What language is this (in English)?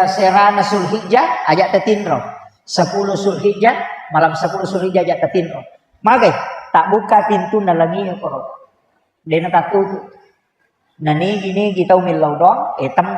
Buginese